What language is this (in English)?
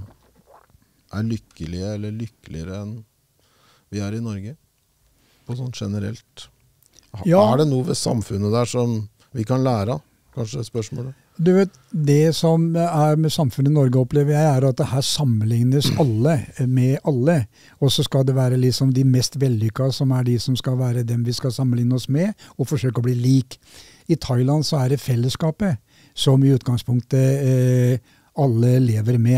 Norwegian